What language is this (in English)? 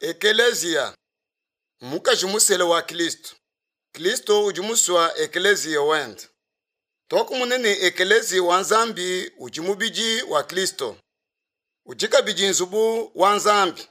Luba-Lulua